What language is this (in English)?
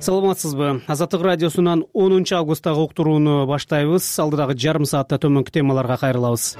Kyrgyz